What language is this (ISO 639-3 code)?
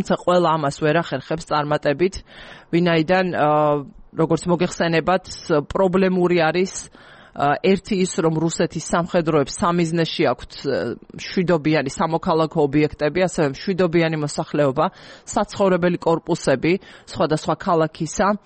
kat